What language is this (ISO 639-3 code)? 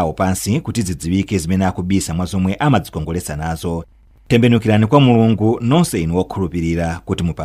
nya